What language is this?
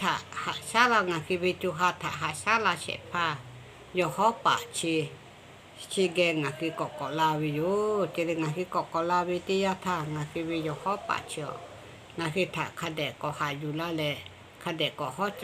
Lahu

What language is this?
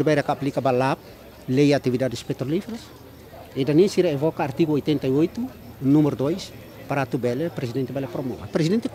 Tetum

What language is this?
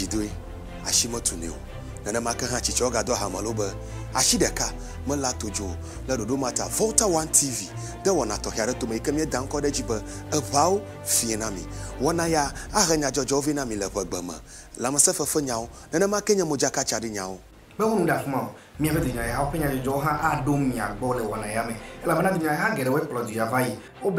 Ewe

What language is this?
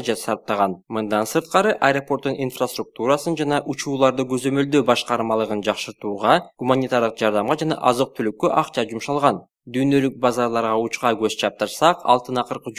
Kyrgyz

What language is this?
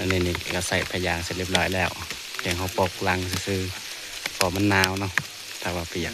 Northeastern Thai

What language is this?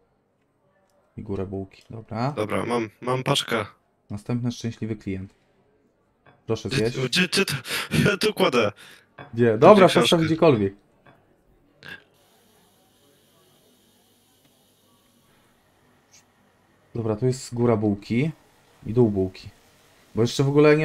Polish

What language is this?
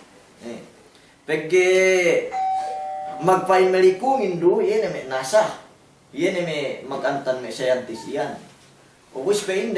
Yakan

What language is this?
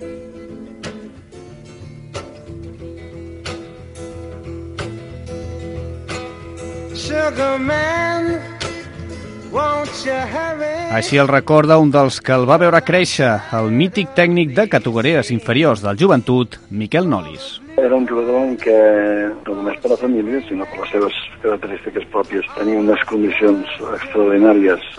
Catalan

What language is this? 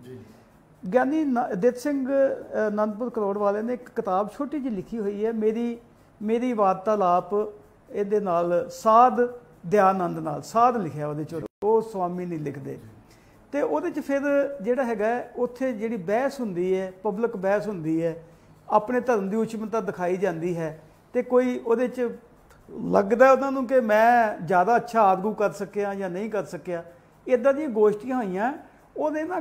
Punjabi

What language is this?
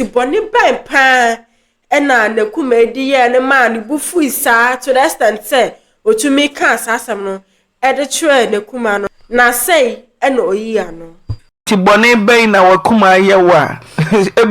Akan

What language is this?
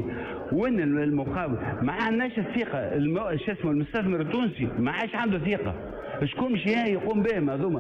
Tunisian Arabic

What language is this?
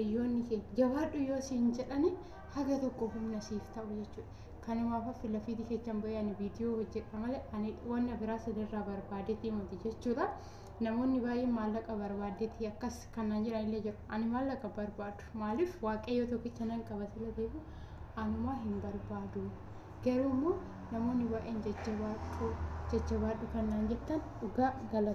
Oromo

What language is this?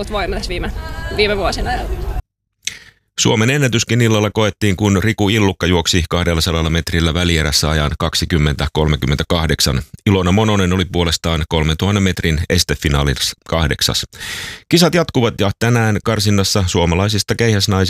Finnish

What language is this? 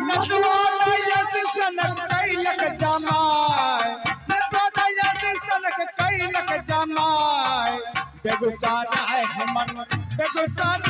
Maithili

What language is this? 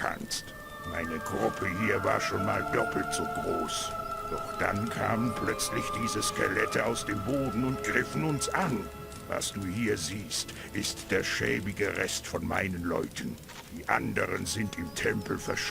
Bavarian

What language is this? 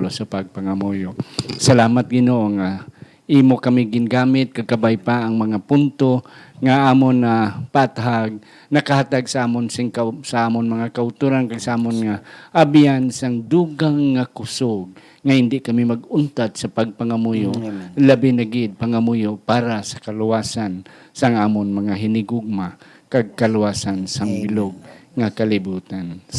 Hiligaynon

